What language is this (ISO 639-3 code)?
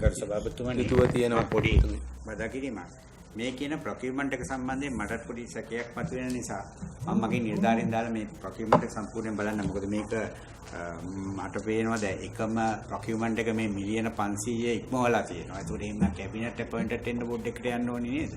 sin